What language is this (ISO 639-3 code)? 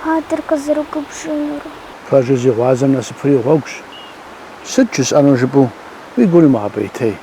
kbd